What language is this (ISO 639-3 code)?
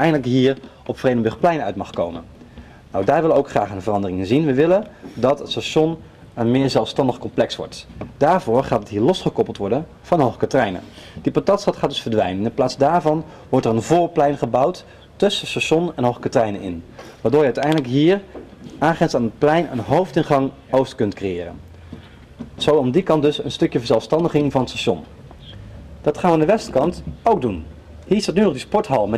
nld